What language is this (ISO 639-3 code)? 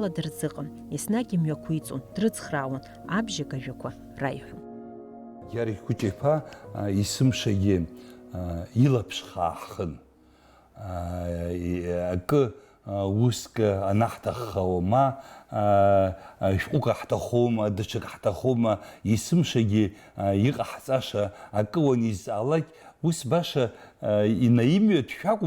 abk